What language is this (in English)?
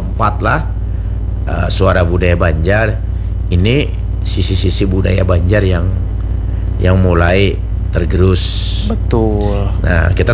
Banjar